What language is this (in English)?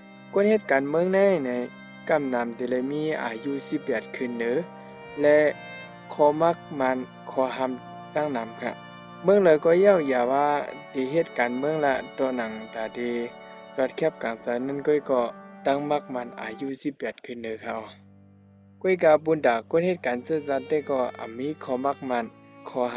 Shan